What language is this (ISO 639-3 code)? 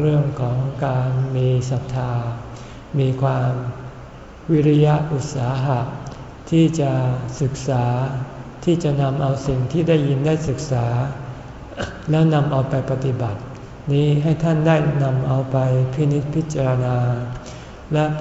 tha